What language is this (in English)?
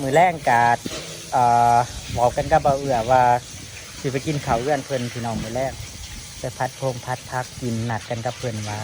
Northeastern Thai